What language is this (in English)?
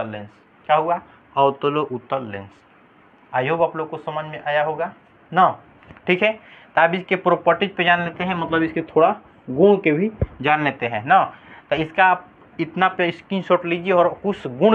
Hindi